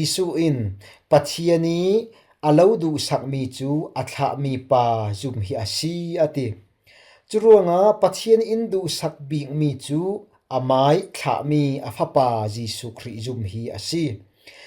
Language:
Falam Chin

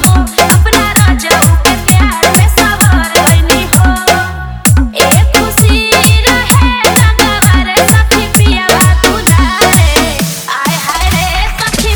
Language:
Bhojpuri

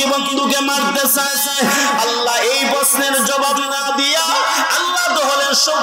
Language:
Bangla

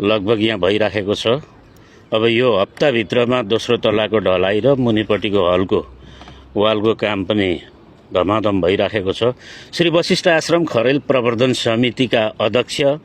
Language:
Nepali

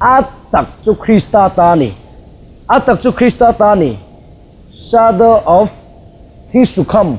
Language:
Mizo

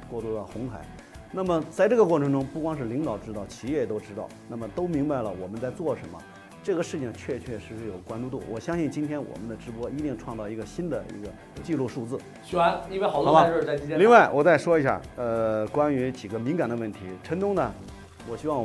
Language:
Chinese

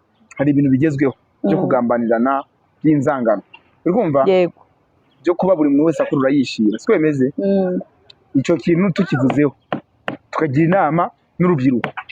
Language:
Kinyarwanda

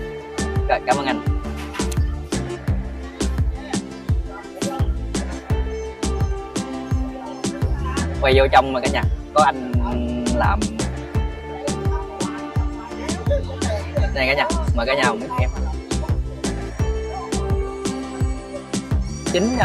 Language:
Vietnamese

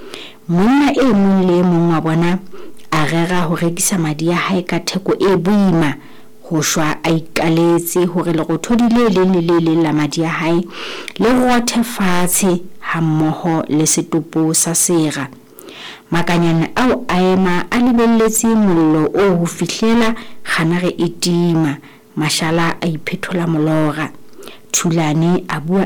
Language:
Southern Sotho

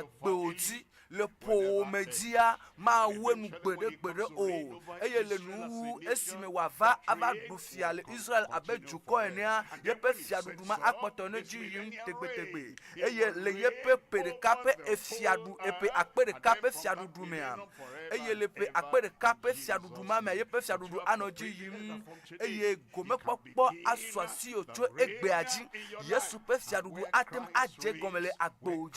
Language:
Ewe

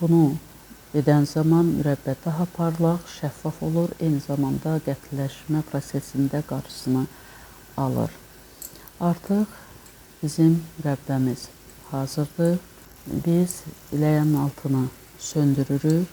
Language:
Azerbaijani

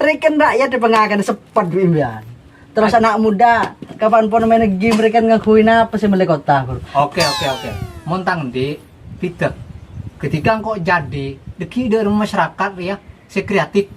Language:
Madurese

